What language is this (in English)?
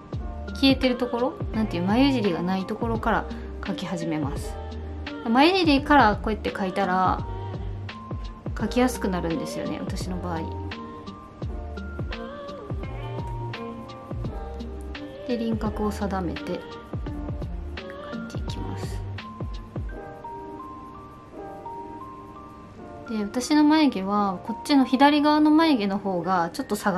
Japanese